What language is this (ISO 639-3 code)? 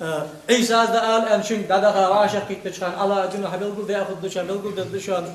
inh